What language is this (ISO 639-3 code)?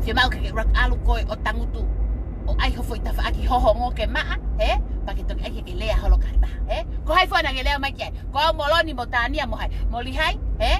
ton